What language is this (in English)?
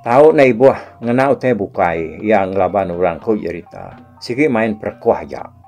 Iban